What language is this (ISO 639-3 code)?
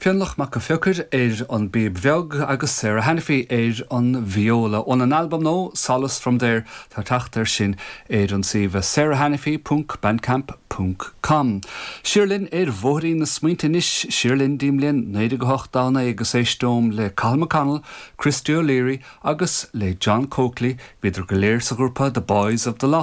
gle